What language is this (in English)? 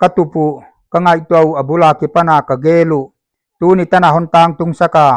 Paite Chin